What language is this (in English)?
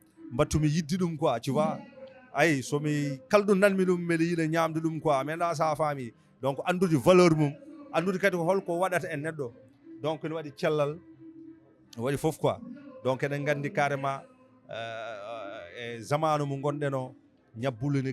Fula